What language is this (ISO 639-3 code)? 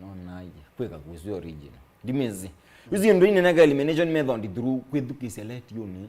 kam